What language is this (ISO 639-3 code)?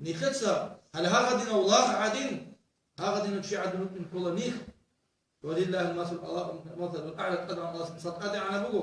ava